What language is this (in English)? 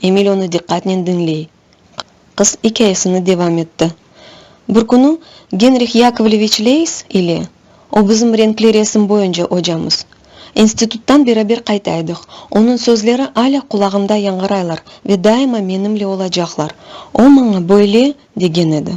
Crimean Tatar